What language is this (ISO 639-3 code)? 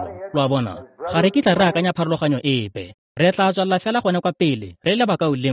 tsn